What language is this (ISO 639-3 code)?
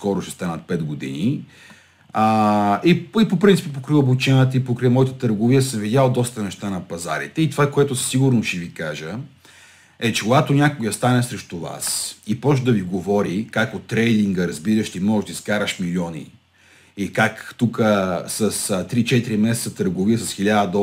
bul